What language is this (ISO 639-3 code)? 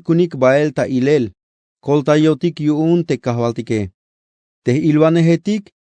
tzh